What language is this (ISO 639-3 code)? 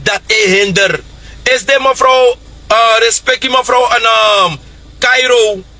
srn